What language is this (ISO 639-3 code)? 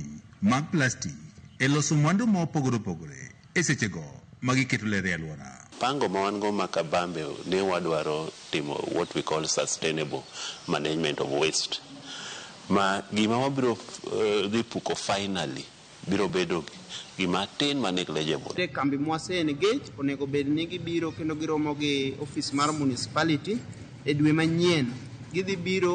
luo